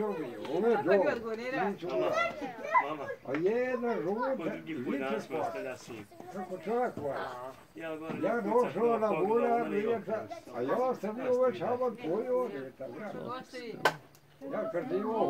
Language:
Bosnian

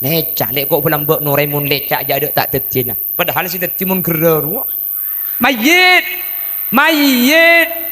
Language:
Madurese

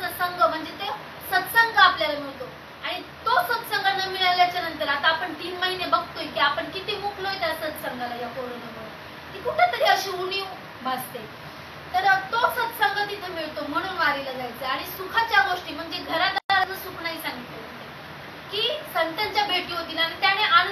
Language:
Marathi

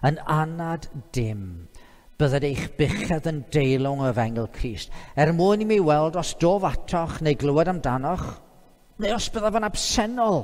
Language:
Welsh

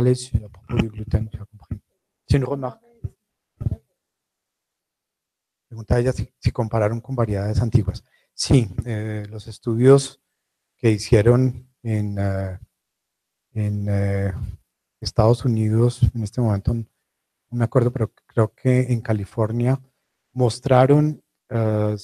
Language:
Spanish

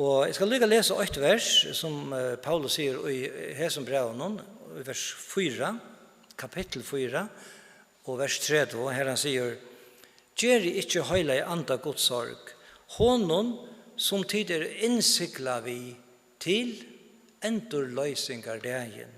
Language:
Faroese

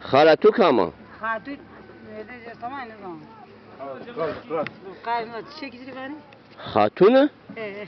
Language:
Zaza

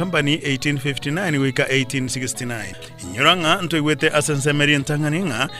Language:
Gusii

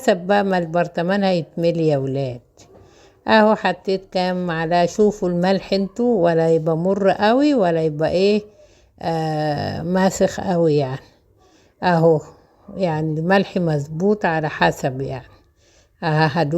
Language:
Egyptian Arabic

